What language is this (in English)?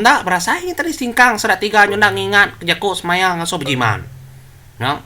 Iban